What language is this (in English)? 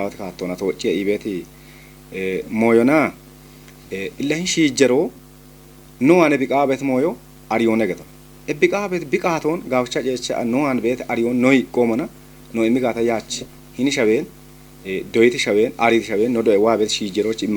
Kafa